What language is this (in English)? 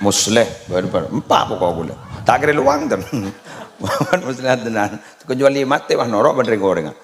Madurese